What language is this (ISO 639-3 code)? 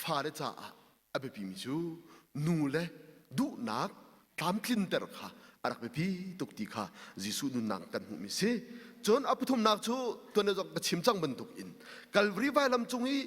cnh